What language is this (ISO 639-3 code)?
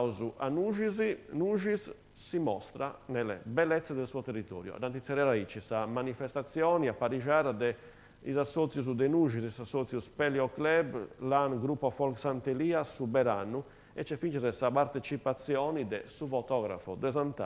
srd